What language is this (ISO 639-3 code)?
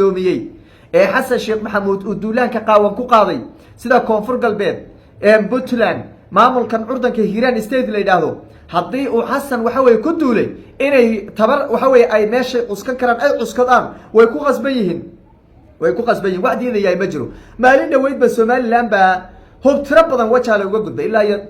som